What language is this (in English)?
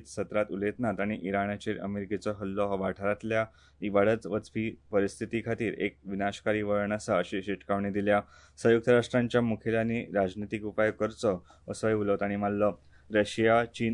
Konkani